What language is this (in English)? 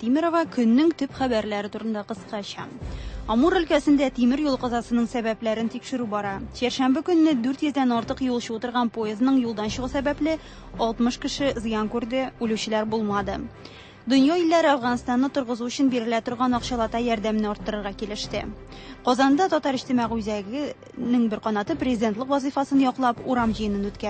Tatar